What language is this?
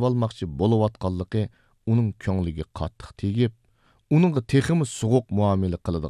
Uyghur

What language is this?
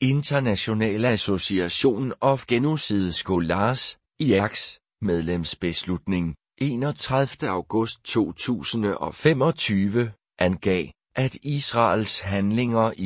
Danish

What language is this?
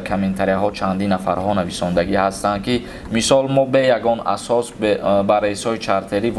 Tajik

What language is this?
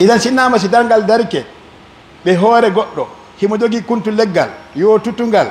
Pular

